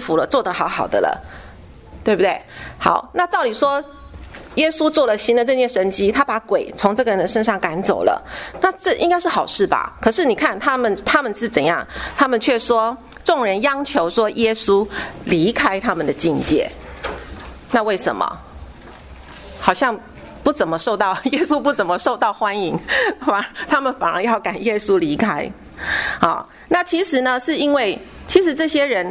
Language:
Chinese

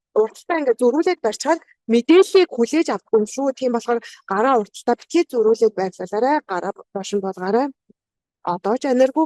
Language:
Mongolian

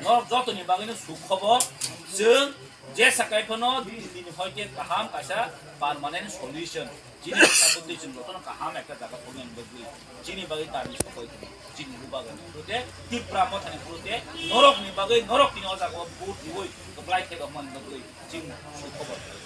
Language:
Kok Borok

